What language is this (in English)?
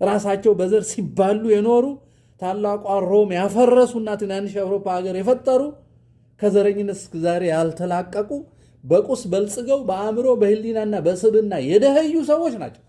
Amharic